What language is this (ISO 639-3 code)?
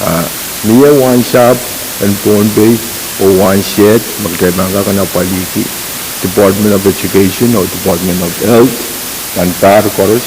pon